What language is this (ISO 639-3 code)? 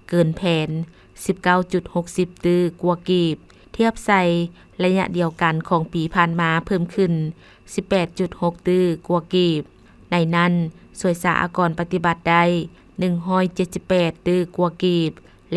lao